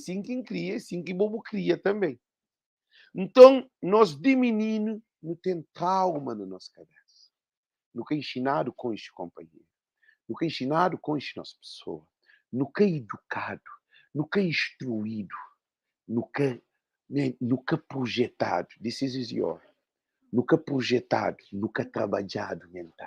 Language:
Kabuverdianu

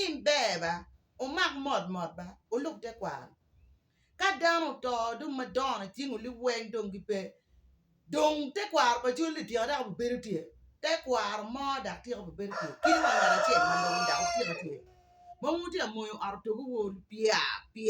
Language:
Acoli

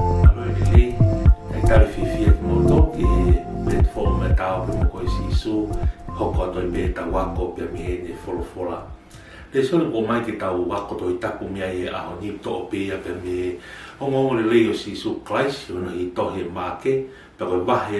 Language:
Tongan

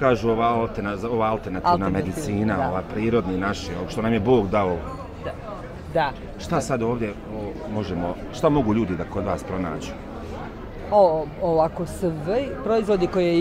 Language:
Bosnian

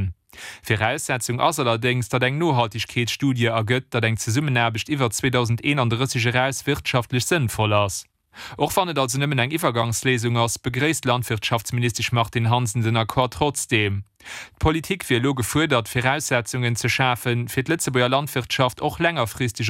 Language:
Luxembourgish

